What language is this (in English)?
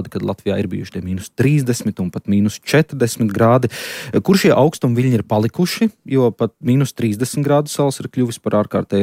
Latvian